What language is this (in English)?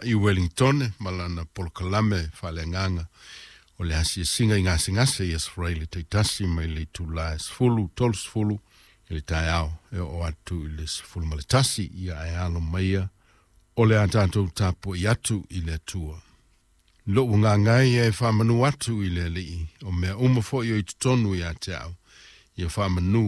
Samoan